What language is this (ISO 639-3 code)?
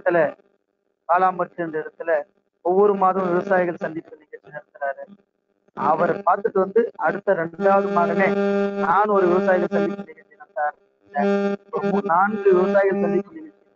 tam